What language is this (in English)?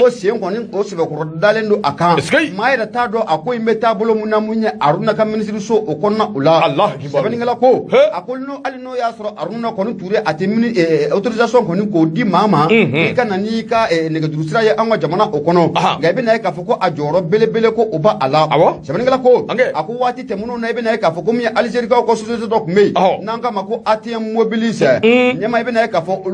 Bambara